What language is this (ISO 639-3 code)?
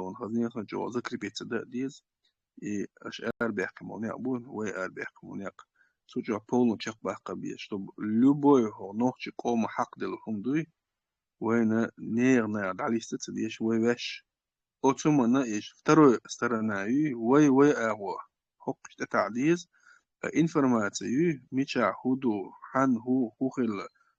che